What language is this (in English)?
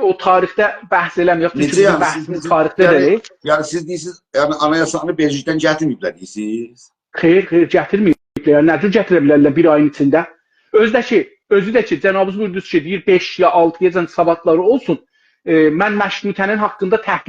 South Azerbaijani